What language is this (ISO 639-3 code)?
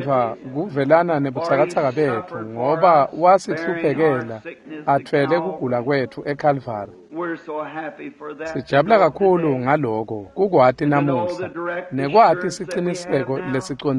ssw